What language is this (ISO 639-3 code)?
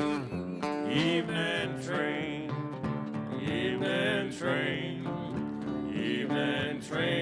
fao